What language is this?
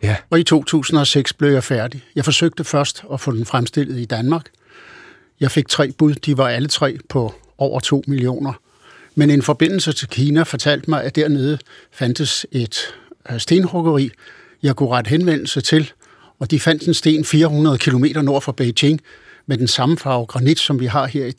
Danish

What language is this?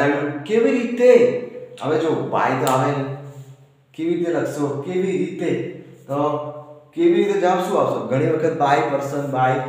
Gujarati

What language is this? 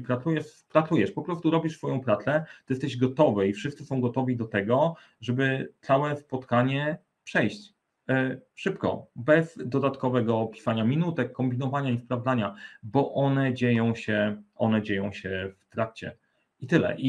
Polish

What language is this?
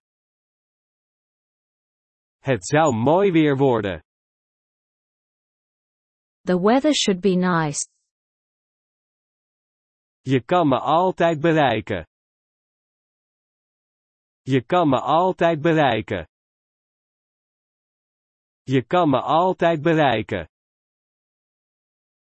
Dutch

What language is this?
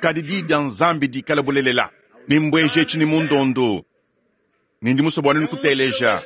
Luba-Lulua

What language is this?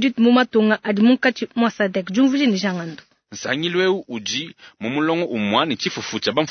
Luba-Lulua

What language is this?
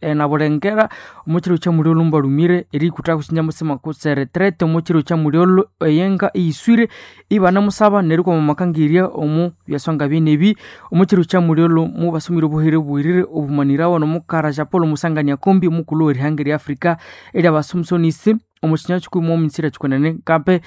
Nande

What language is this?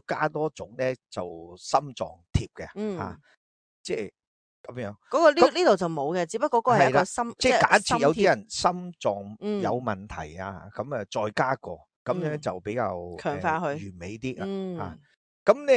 Cantonese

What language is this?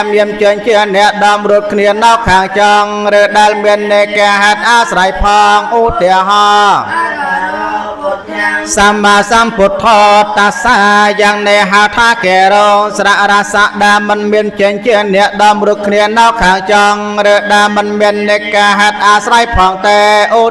Khmer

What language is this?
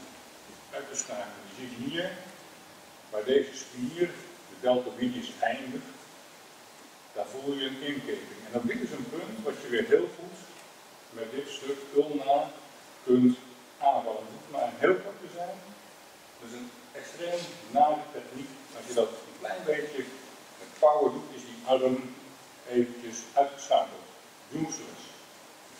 Dutch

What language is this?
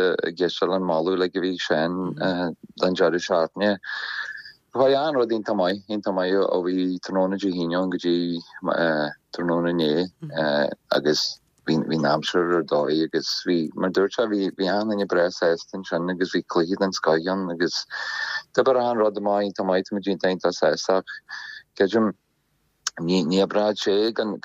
Irish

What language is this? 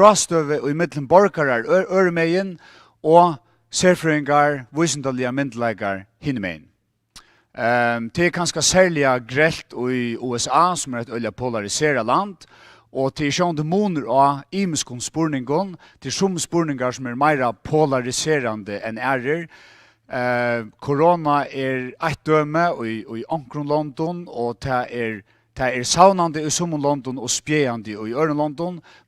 Faroese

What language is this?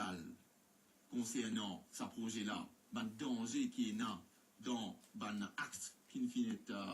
Morisyen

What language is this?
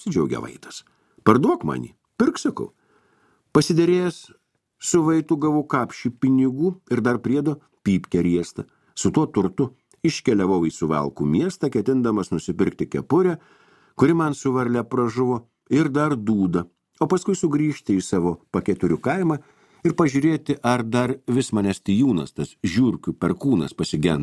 Lithuanian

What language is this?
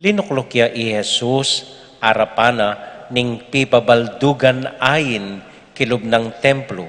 Pampanga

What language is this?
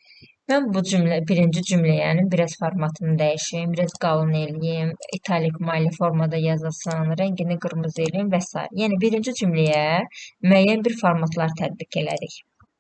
Azerbaijani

